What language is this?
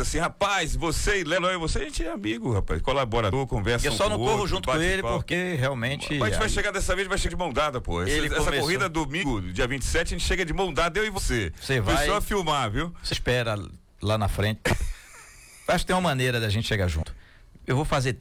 Portuguese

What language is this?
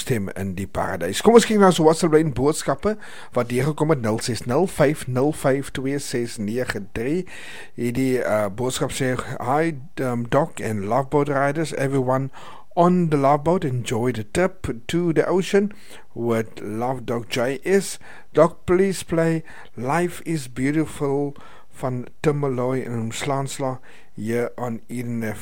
Afrikaans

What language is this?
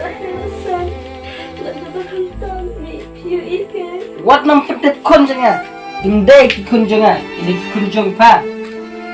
Khasi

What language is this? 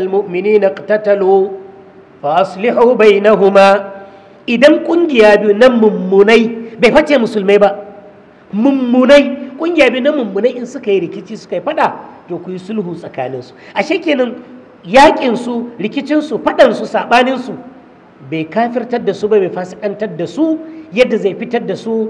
Hausa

